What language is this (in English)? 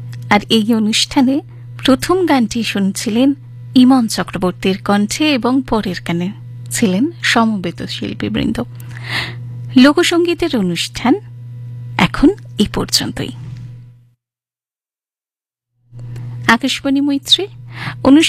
Bangla